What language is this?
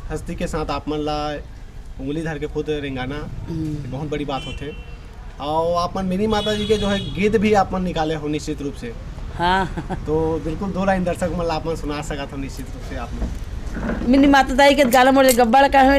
Chhattisgarhi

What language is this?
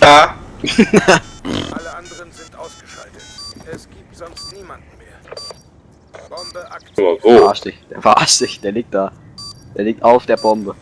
Bavarian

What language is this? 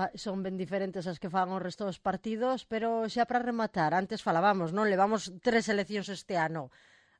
Galician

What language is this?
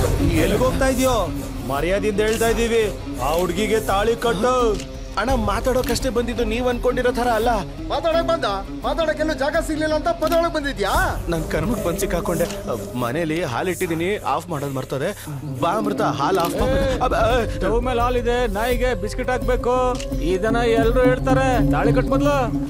Kannada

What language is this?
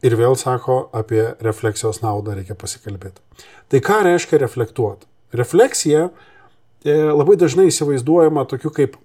Lithuanian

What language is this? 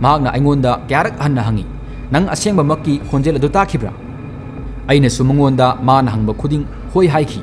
Manipuri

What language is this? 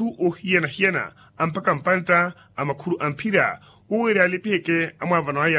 Makhuwa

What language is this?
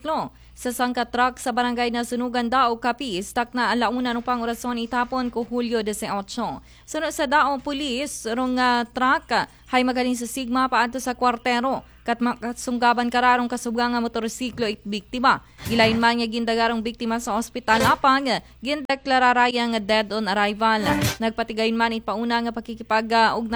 Aklanon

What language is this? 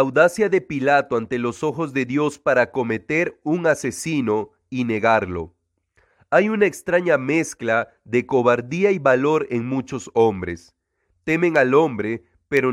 Spanish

